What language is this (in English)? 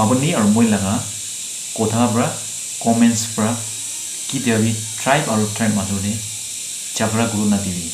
Naga Pidgin